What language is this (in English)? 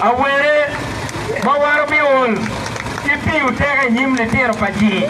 Acoli